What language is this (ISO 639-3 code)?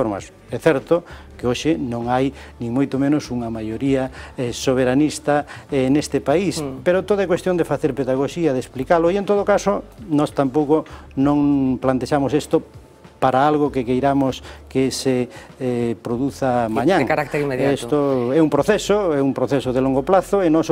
glg